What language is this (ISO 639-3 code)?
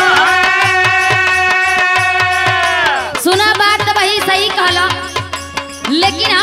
bho